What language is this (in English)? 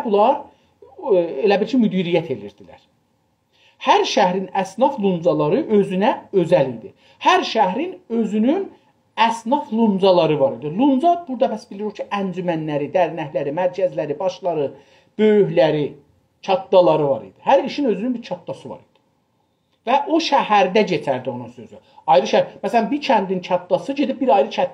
South Azerbaijani